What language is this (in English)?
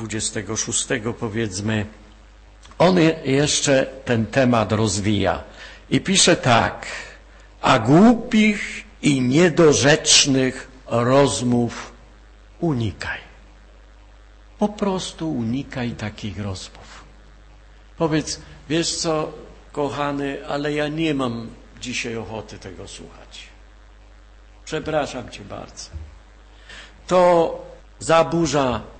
Polish